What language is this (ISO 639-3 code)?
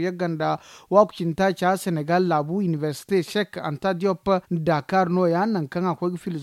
dje